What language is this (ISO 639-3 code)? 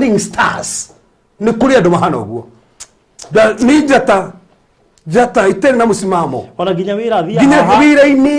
kik